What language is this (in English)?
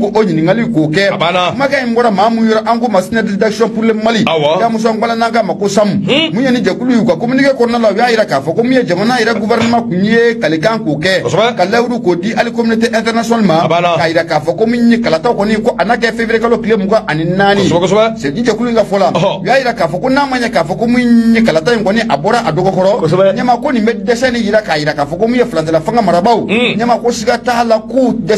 Bambara